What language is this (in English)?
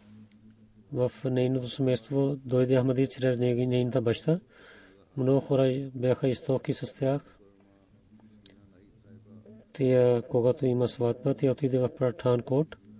Bulgarian